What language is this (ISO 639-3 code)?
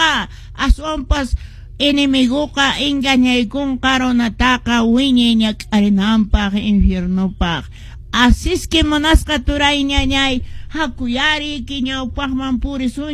que